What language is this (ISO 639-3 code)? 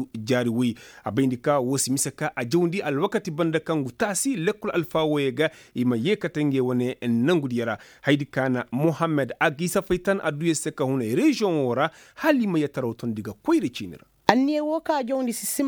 ses